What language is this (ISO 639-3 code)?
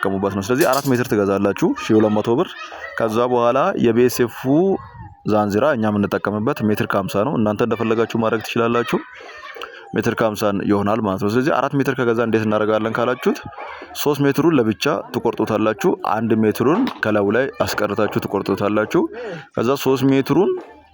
amh